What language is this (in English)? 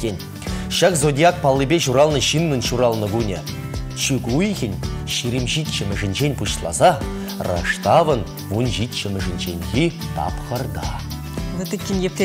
Chuvash